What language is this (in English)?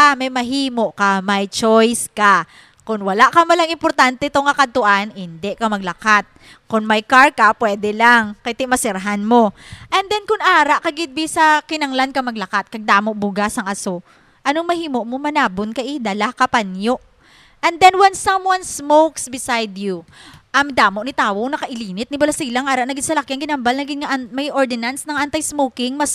Hiligaynon